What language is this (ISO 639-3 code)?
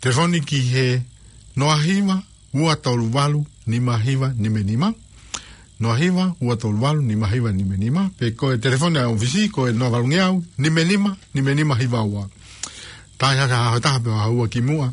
ton